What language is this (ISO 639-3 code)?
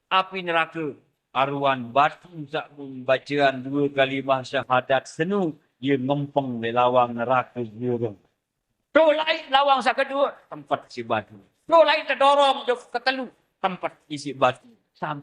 sas